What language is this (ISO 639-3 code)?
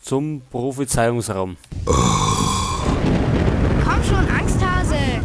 bar